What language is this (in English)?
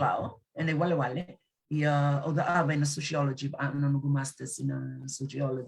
Fijian